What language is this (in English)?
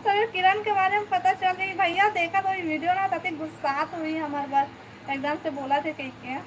Chhattisgarhi